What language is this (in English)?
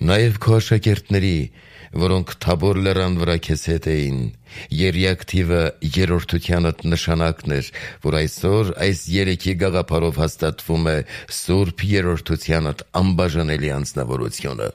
Armenian